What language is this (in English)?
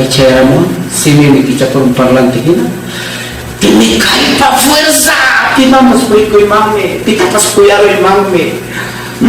Ayacucho Quechua